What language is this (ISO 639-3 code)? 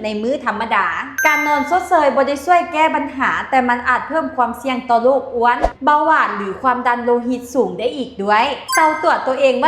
lao